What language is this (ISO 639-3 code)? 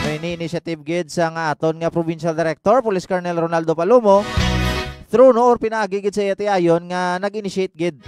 hil